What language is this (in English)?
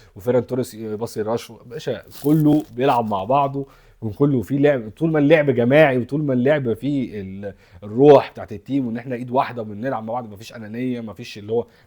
Egyptian Arabic